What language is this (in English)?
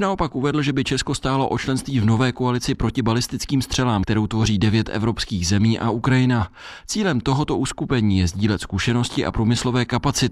Czech